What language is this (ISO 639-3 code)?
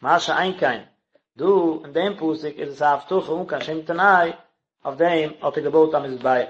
yid